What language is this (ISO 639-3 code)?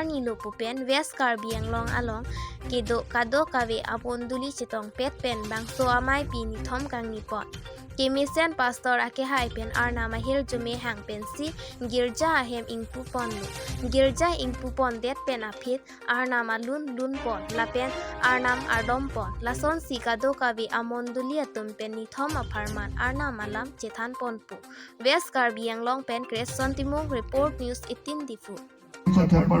mjw